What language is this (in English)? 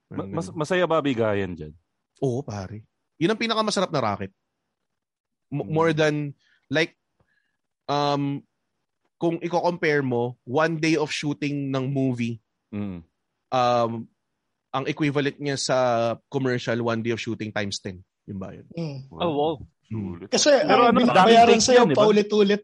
Filipino